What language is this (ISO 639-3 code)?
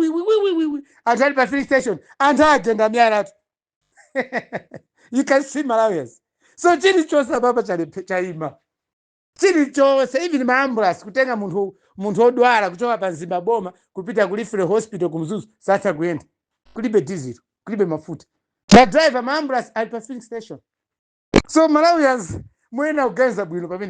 nya